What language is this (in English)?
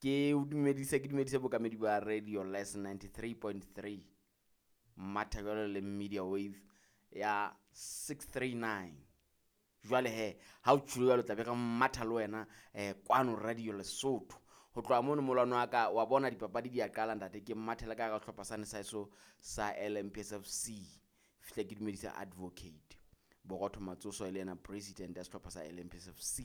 Southern Sotho